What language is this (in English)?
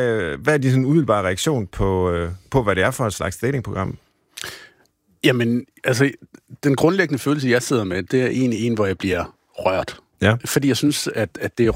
Danish